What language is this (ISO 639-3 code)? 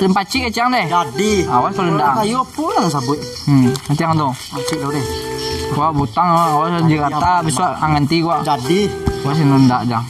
min